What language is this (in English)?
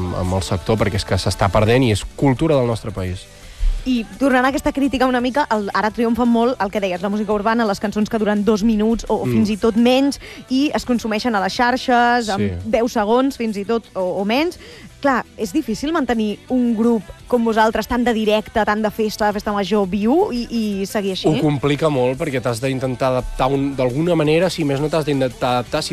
Catalan